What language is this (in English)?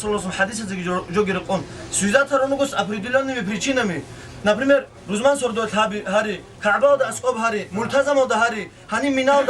Avaric